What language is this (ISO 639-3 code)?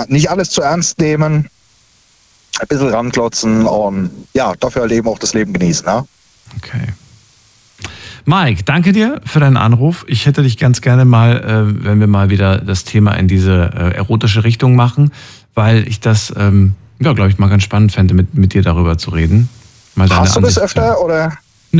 deu